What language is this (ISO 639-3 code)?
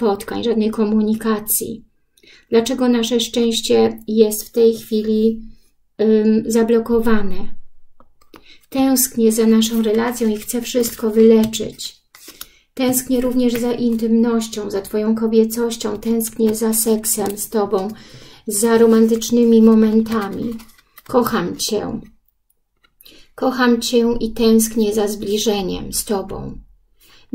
pol